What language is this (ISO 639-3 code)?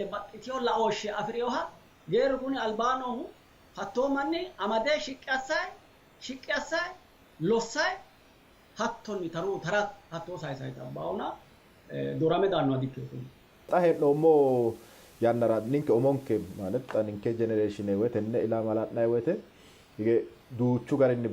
sid